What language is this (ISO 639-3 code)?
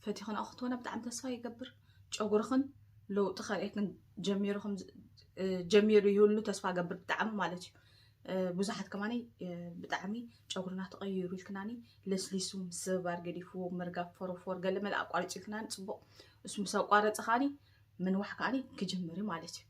tir